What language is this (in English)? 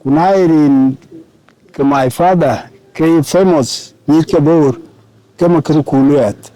Dinka